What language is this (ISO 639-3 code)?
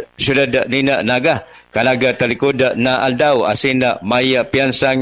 bik